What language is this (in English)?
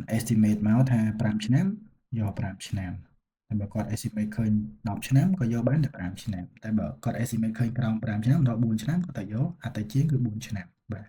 Khmer